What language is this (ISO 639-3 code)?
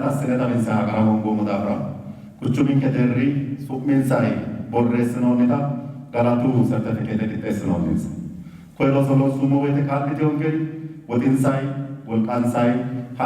sid